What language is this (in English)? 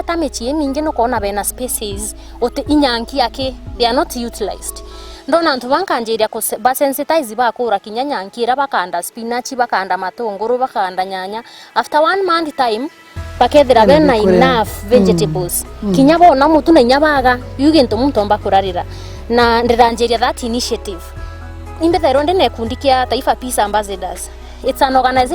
Meru